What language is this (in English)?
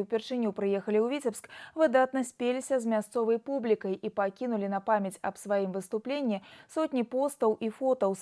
Belarusian